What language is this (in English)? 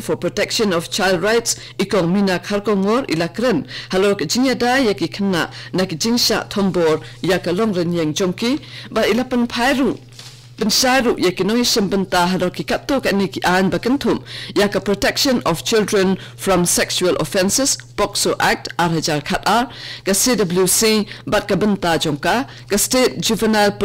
Khasi